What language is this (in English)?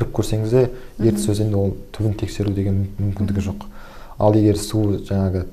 Kazakh